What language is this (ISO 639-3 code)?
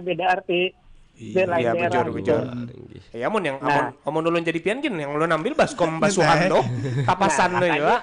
bjn